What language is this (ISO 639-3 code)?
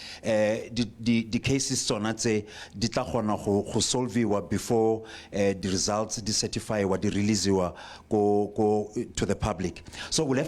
tsn